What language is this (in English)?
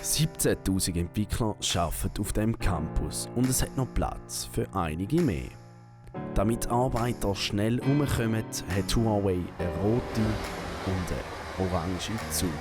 Swiss German